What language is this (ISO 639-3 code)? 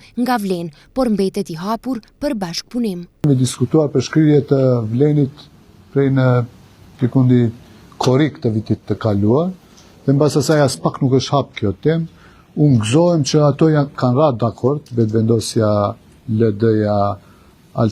sqi